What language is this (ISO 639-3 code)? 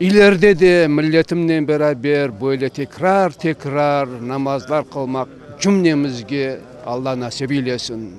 crh